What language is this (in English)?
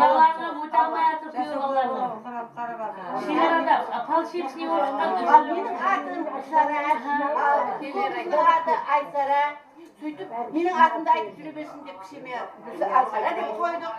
Kara-Kalpak